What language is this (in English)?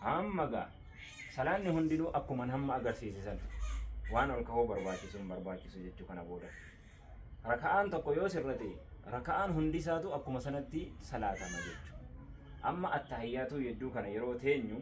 Oromo